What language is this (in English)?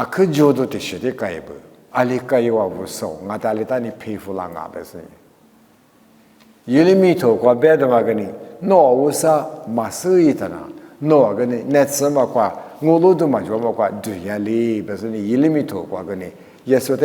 Lisu